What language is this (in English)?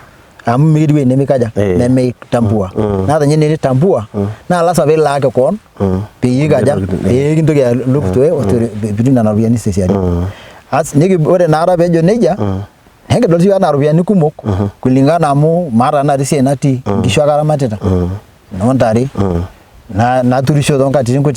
Masai